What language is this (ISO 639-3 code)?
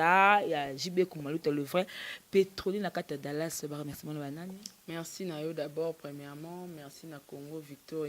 lin